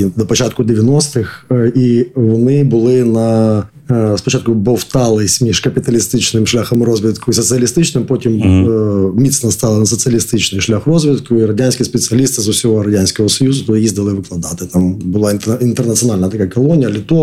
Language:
Ukrainian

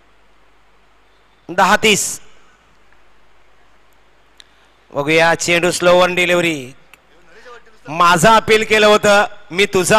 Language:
Marathi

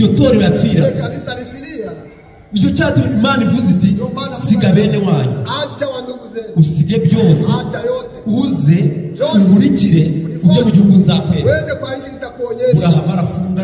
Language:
Kinyarwanda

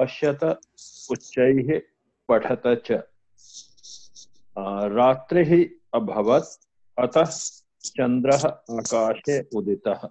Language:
Sanskrit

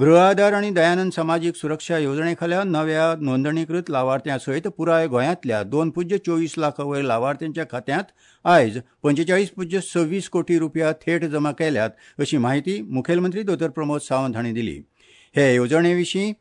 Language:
Konkani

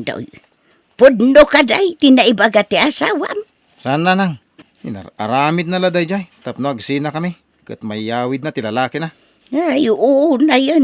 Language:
Iloko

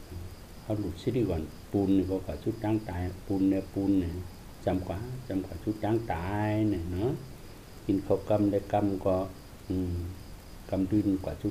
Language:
Shan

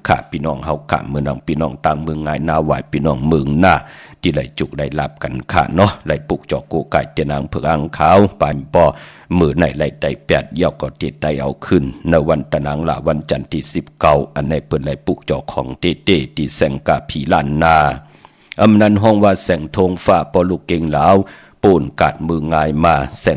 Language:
Shan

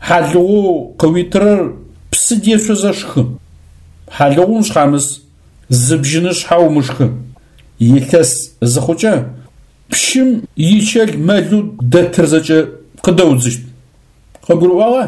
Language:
Adyghe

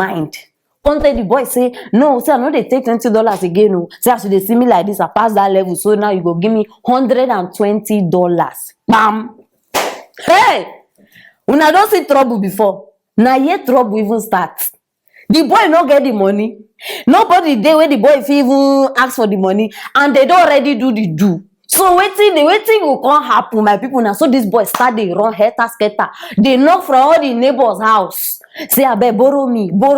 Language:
Nigerian Pidgin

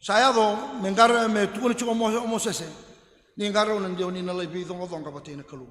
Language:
Fijian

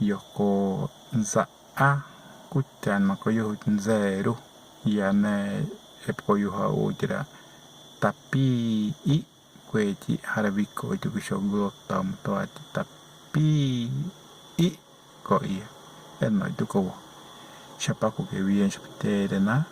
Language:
Tereno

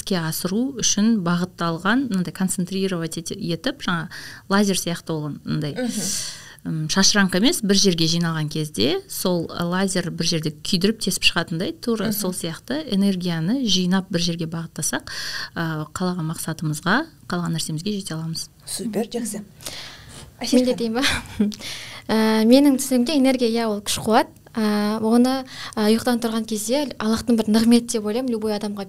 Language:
Kazakh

